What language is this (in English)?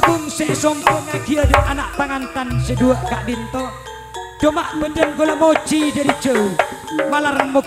Madurese